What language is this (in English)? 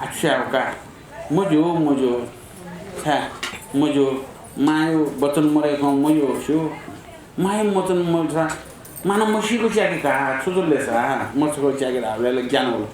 Newari